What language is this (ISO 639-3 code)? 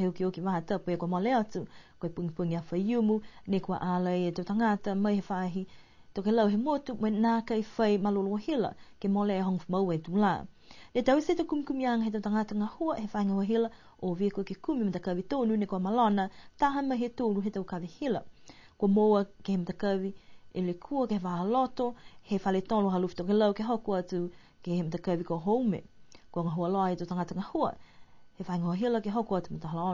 niu